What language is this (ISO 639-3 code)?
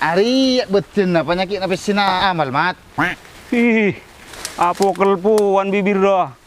mad